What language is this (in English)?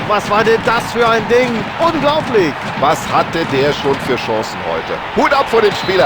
Bavarian